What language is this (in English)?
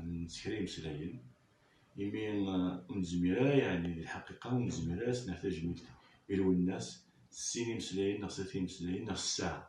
Kabyle